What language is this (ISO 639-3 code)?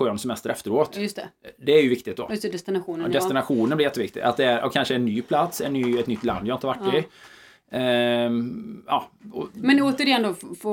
swe